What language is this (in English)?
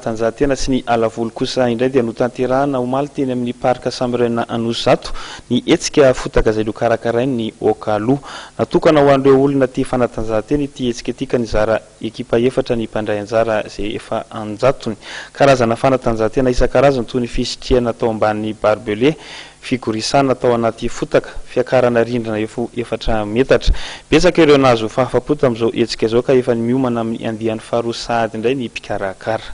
Malagasy